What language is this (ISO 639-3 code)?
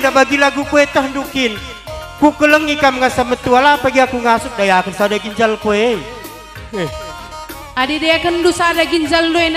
btx